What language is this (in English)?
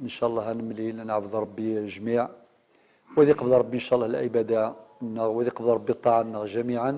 Kabyle